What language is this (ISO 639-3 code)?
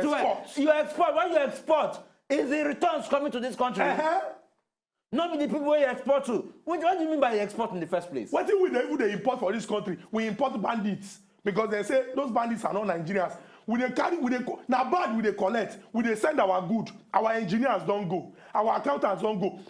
pcm